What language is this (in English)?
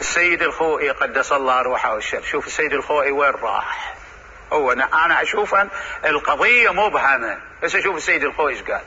Mesopotamian Arabic